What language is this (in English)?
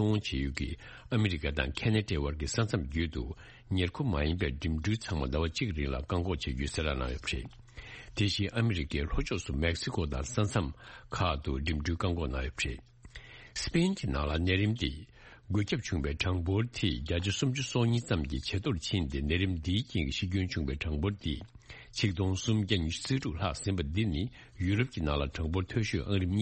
Tibetan